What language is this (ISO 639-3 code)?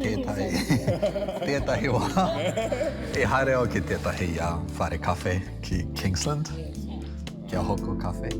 mri